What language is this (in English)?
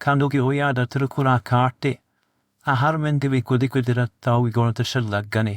Divehi